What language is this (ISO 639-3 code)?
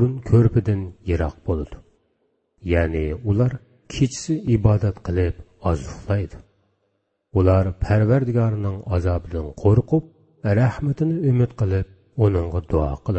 uig